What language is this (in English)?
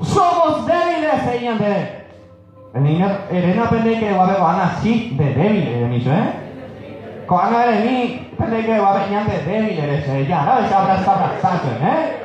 Guarani